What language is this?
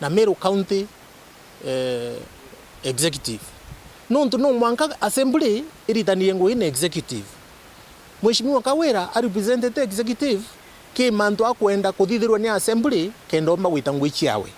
Meru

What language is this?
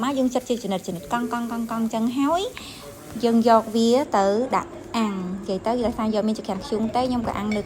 Khmer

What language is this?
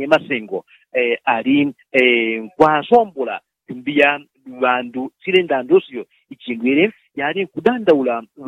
Yao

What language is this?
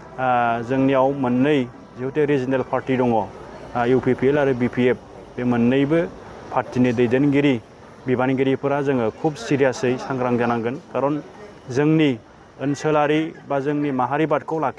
Bodo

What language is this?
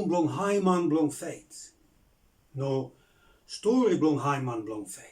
Bislama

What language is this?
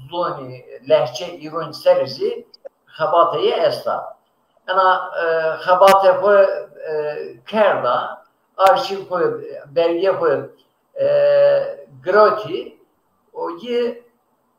Zaza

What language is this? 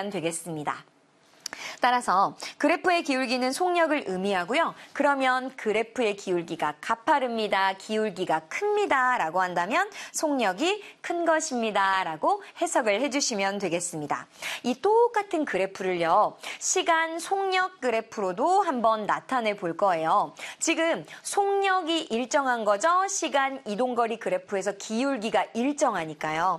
Korean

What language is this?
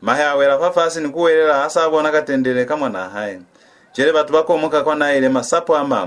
Lozi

